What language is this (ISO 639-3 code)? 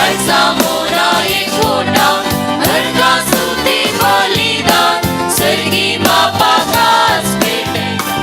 kok